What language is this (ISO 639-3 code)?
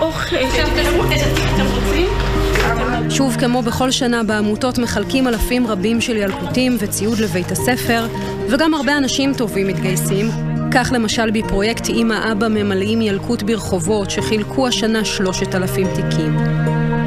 heb